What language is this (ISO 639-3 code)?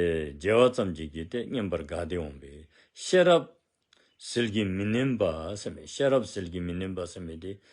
dzo